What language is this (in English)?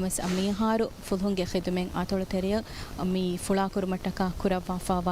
Divehi